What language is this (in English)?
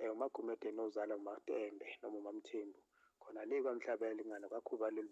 Zulu